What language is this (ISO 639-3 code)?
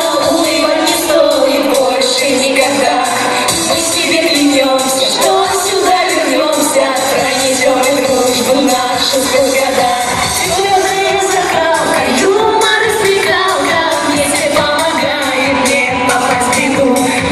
rus